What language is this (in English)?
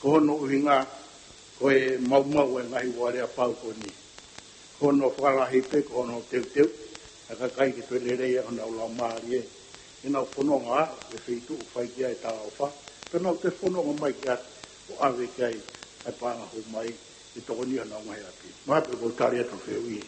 Tongan